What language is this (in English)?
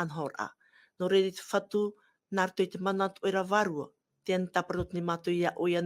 Tahitian